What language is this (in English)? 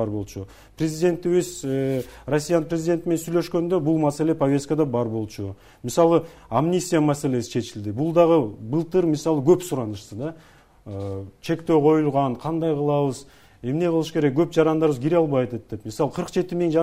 Kyrgyz